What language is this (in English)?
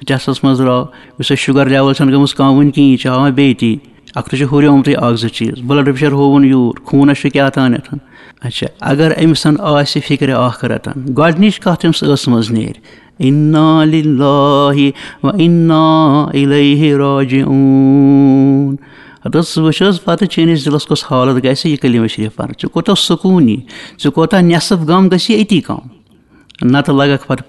Kashmiri